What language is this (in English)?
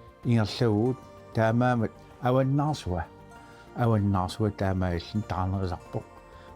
Kalaallisut